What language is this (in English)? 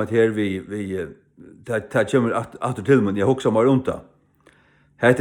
Faroese